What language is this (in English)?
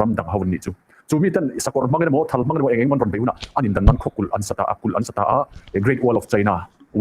Mizo